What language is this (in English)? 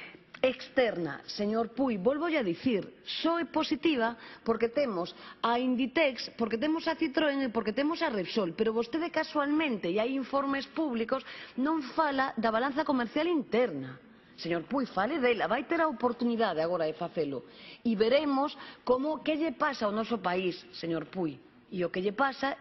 Galician